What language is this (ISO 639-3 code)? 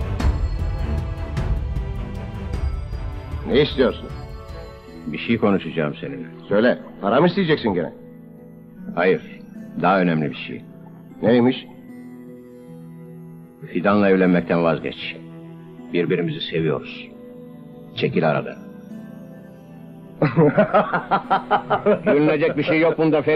tur